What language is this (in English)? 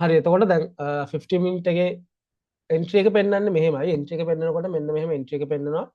Sinhala